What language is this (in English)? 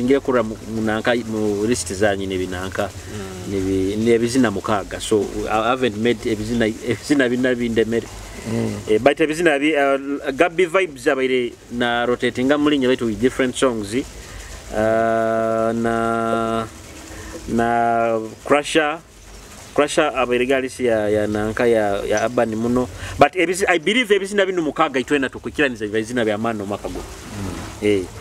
Nyoro